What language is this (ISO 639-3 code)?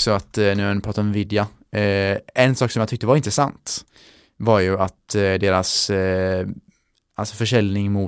swe